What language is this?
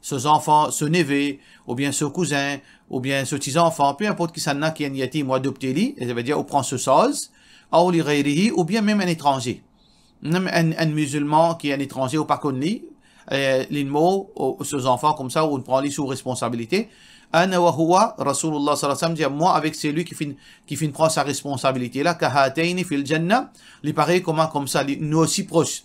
Morisyen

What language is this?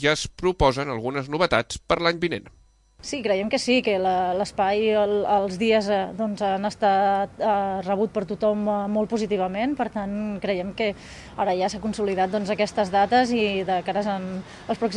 Catalan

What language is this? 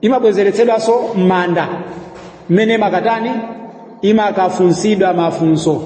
Nyanja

